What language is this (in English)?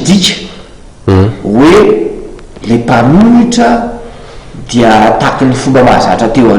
Malagasy